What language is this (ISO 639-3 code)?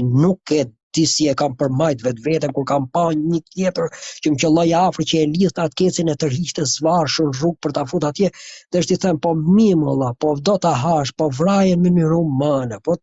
sqi